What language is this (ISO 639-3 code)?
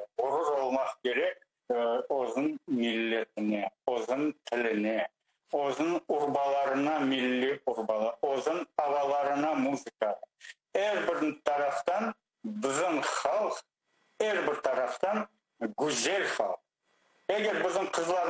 crh